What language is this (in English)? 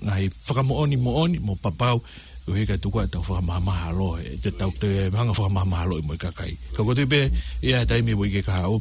Tongan